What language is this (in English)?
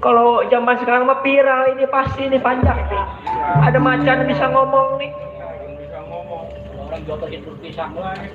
Betawi